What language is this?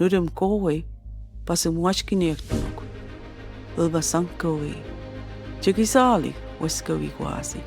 Mi'kmaw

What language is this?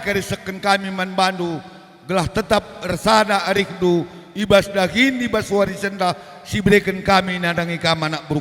Batak Karo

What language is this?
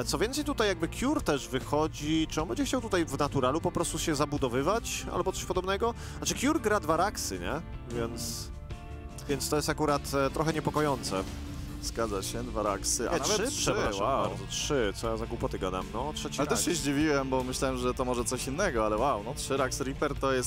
Polish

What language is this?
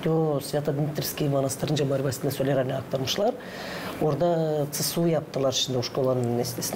Gagauz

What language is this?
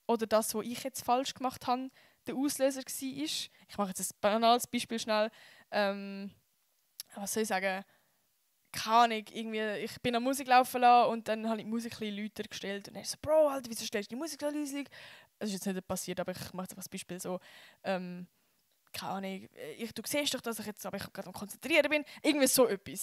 Swiss German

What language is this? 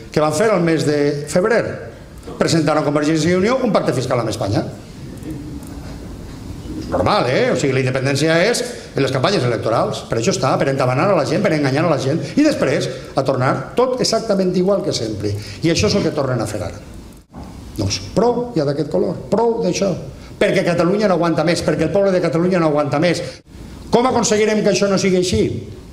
Catalan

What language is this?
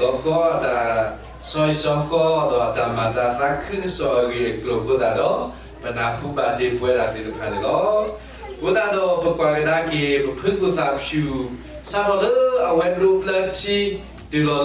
S'gaw Karen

